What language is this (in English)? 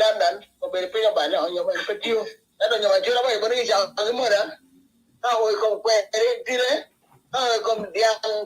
Acoli